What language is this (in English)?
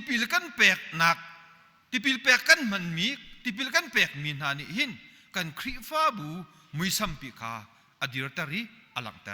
Hakha Chin